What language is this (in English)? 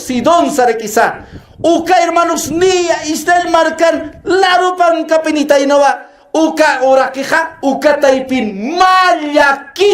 Aymara